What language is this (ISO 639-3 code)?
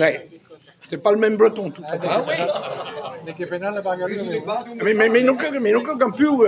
bre